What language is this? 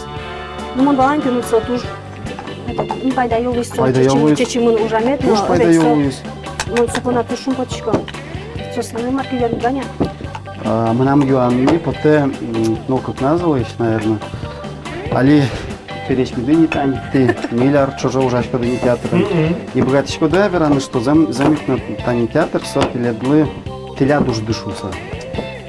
Udmurt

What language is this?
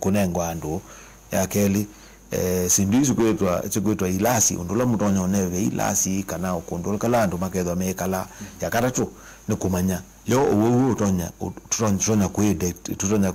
Kamba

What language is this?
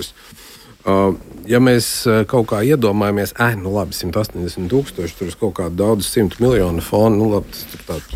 Latvian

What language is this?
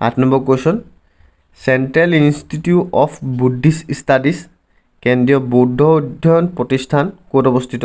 Assamese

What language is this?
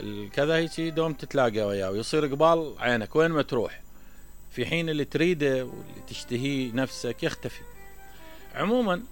Mesopotamian Arabic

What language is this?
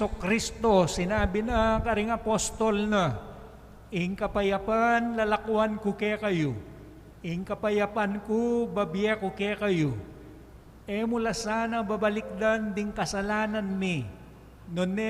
Pampanga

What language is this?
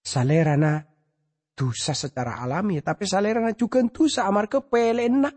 Madurese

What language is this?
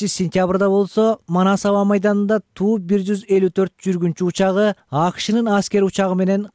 Kyrgyz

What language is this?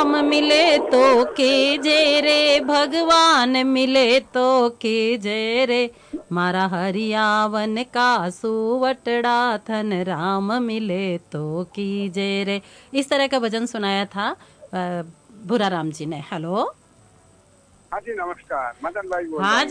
Hindi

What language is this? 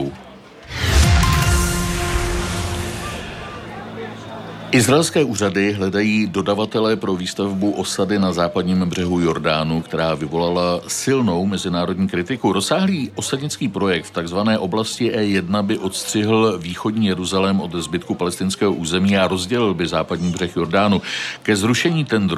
Czech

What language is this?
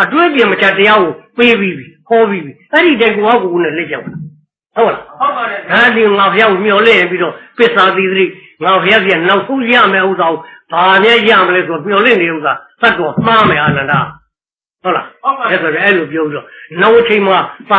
Burmese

